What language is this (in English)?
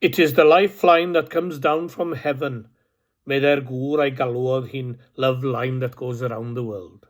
Welsh